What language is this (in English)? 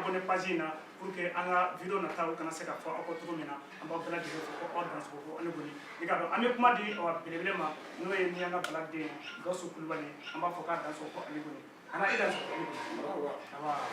Bambara